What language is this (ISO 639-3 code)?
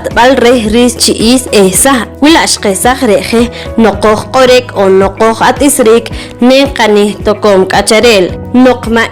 poh